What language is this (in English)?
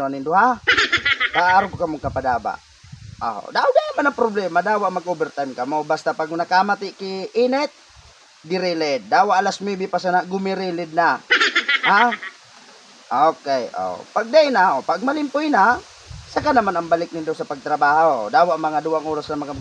Bikol